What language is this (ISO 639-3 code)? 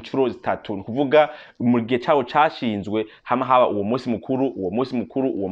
run